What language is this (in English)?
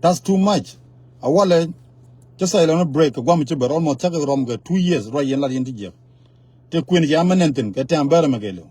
Nuer